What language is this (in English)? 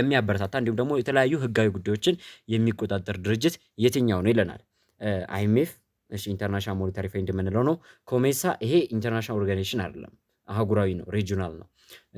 Amharic